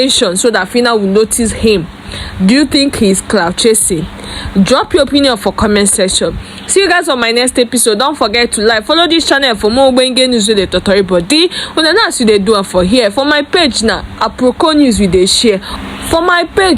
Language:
Nigerian Pidgin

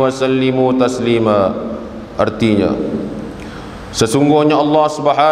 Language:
Malay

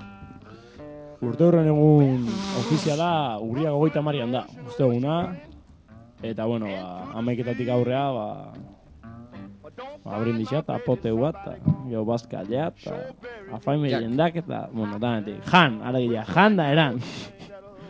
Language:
Basque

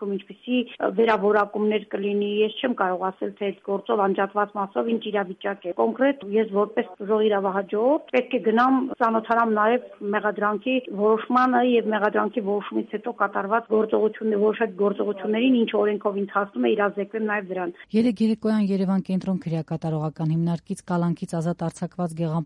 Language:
Armenian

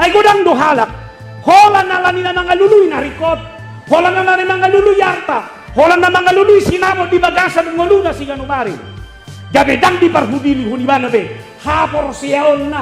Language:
Batak Toba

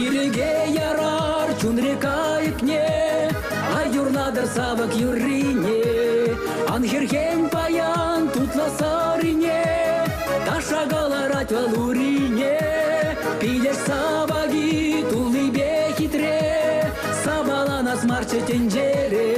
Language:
Chuvash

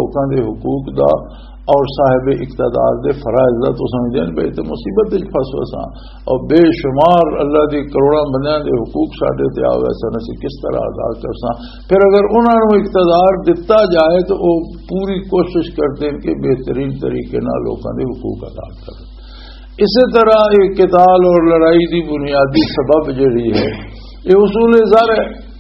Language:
Western Panjabi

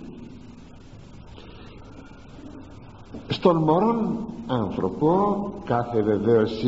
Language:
Greek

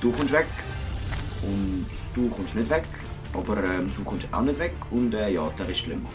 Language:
Swiss German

